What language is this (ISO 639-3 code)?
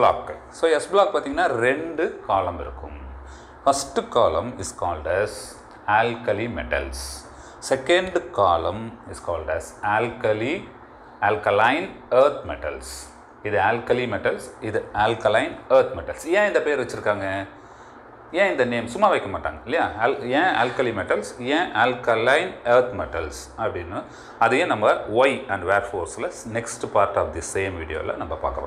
tam